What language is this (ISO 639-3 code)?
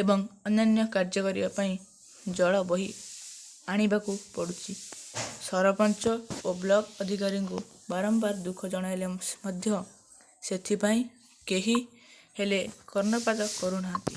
ori